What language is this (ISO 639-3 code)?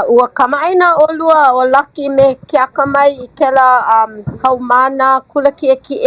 haw